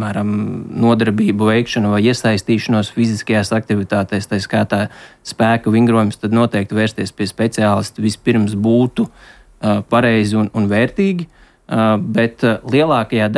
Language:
Latvian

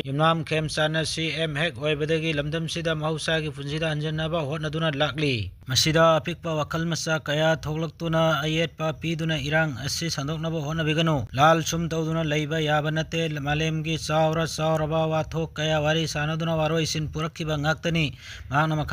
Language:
Manipuri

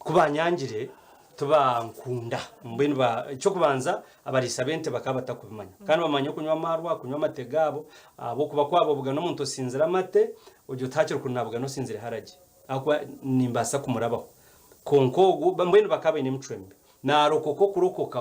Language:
Nyankole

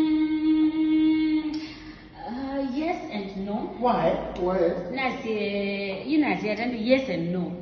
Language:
Kamba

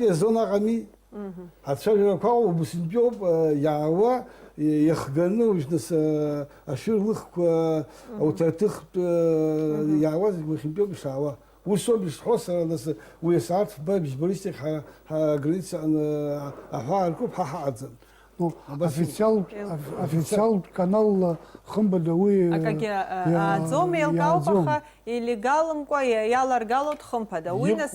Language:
Abkhazian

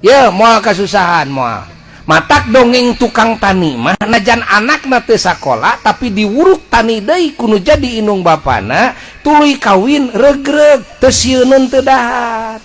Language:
Sundanese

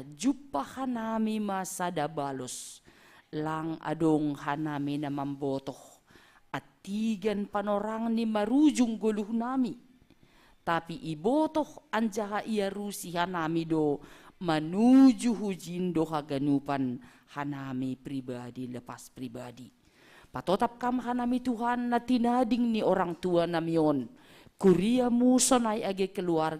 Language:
Batak Simalungun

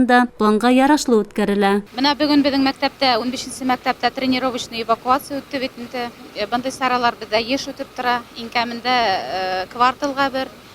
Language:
Bashkir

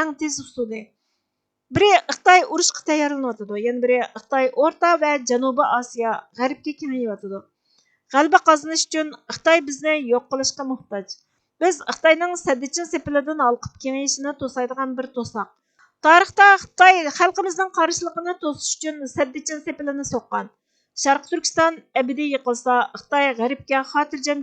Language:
Uyghur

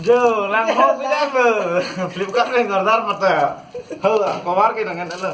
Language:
Karbi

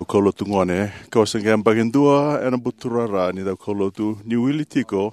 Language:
Fijian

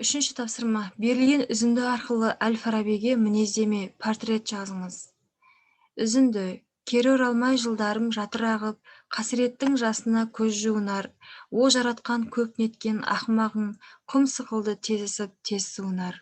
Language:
Kazakh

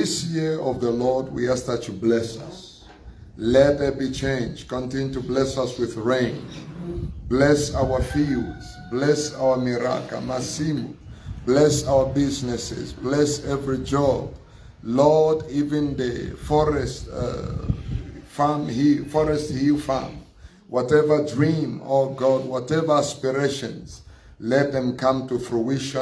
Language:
Tswana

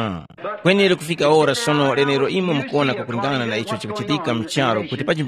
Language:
Tumbuka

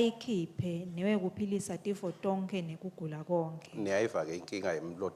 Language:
Swati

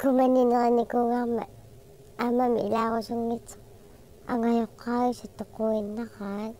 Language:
Kalaallisut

